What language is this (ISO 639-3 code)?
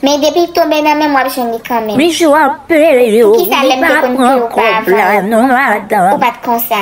hat